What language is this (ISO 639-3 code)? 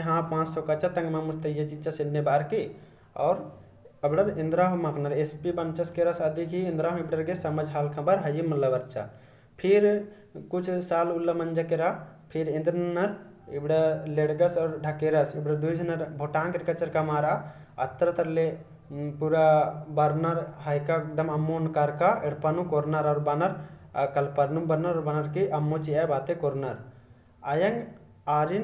kru